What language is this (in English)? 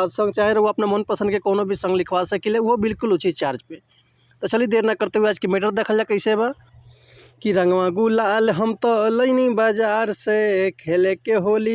Bhojpuri